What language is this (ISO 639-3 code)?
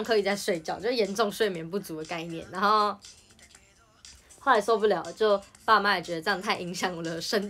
zho